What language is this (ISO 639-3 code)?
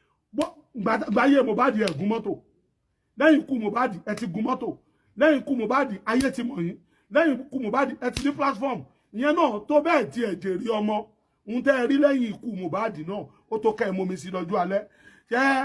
yor